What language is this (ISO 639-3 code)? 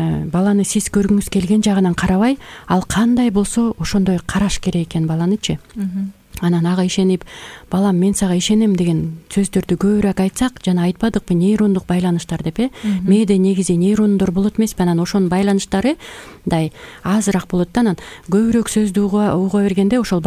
kir